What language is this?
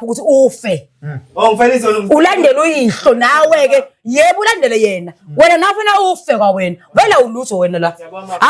Zulu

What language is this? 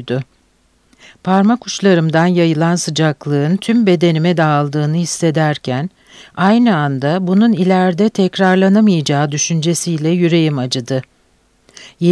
Turkish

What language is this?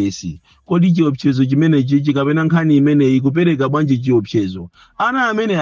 Nyanja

